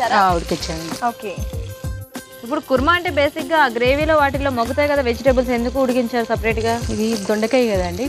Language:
Telugu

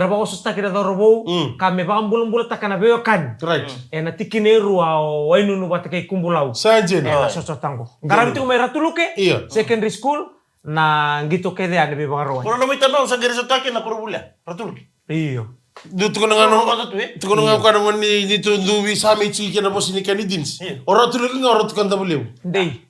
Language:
Fijian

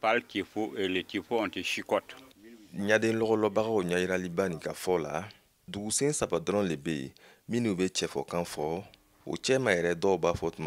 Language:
Bambara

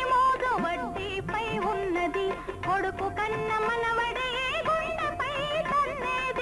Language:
Telugu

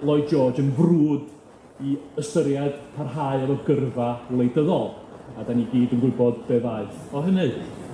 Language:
Welsh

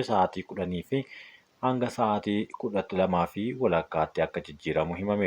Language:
Oromo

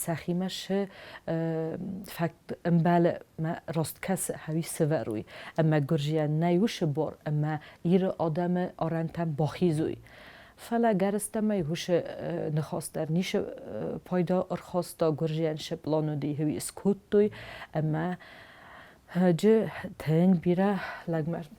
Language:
Ossetic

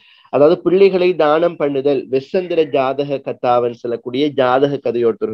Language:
Tamil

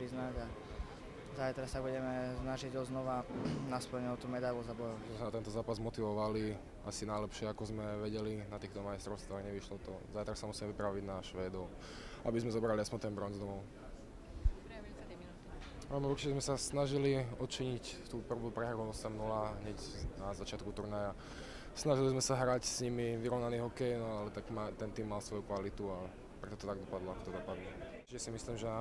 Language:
Slovak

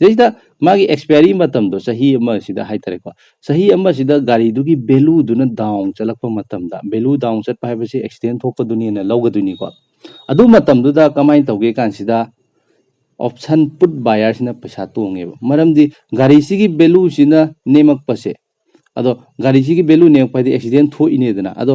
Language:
Manipuri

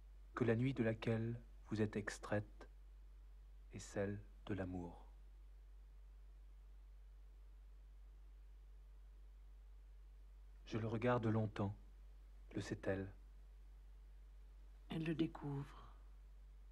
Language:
French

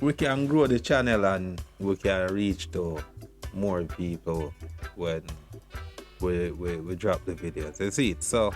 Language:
Jamaican Creole English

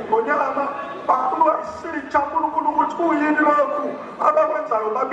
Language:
Zulu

